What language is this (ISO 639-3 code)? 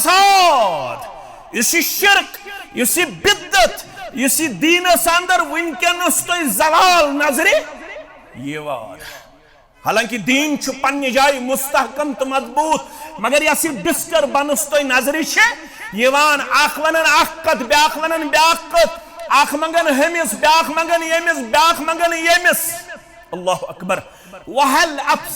kas